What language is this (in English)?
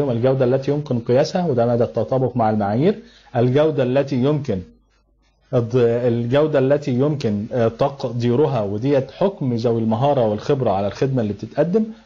Egyptian Arabic